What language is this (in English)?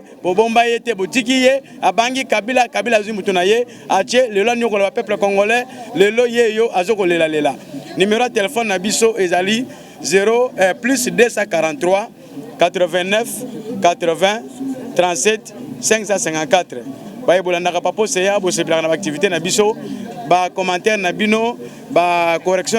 Lingala